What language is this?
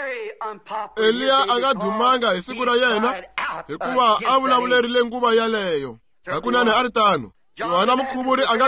Tsonga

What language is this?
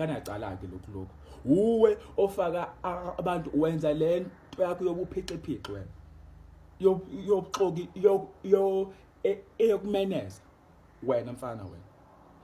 Zulu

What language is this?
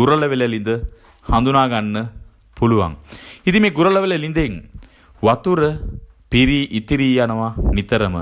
Sinhala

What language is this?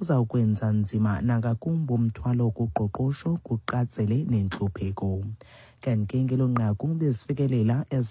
Xhosa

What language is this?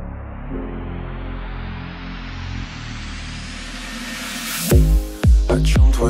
Russian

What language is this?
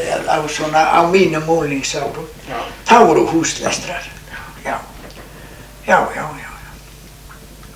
Icelandic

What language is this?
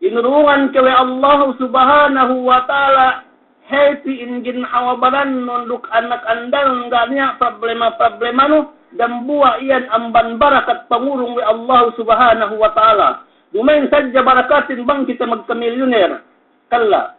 Yakan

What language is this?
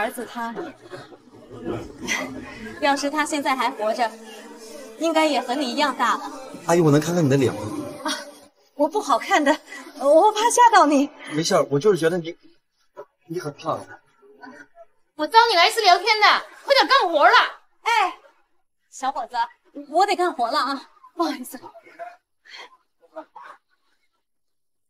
Chinese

